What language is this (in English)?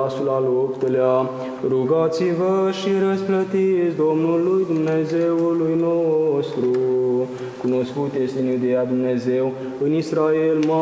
Romanian